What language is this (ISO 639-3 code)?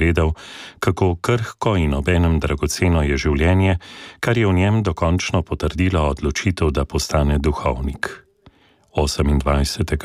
slv